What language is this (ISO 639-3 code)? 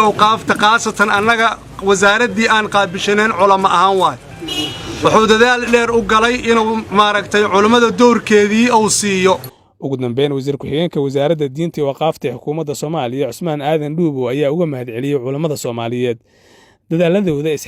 som